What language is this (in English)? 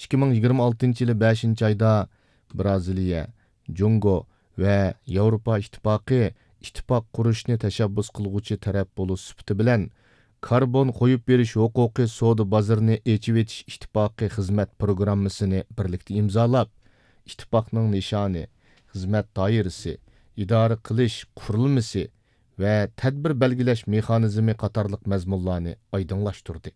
Uyghur